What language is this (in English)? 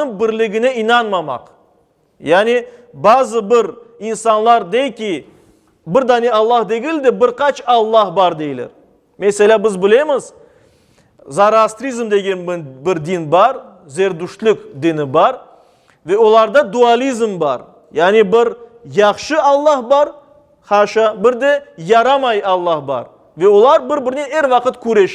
Crimean Tatar